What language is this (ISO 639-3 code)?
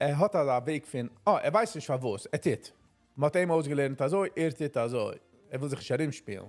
yid